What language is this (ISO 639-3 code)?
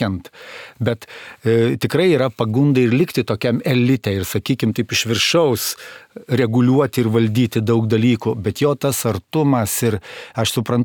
lit